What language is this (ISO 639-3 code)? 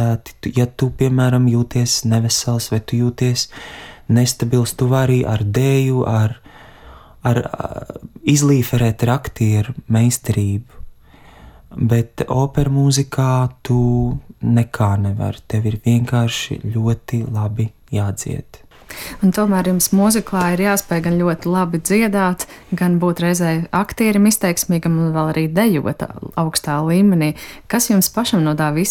lav